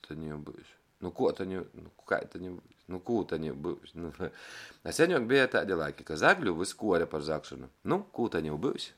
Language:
Latgalian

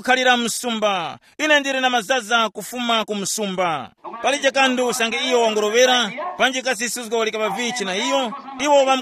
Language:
Tumbuka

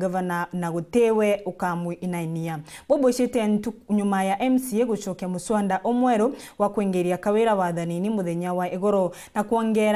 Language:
Meru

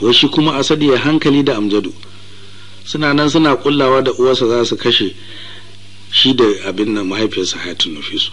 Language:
Hausa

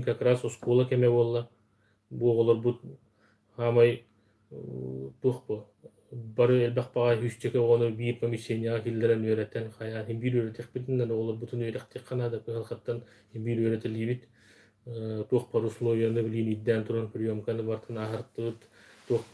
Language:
Yakut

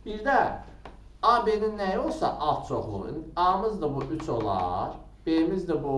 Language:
Azerbaijani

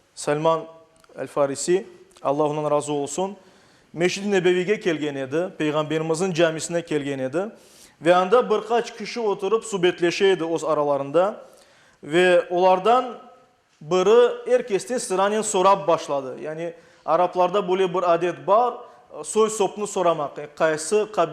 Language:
Crimean Tatar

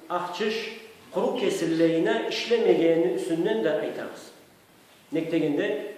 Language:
Karachay-Balkar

